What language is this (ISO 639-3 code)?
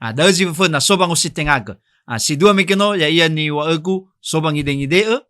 nia